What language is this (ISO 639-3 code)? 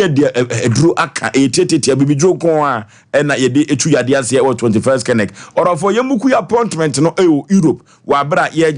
aka